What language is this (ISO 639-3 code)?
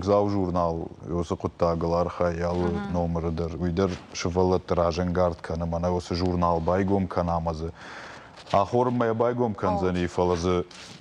oss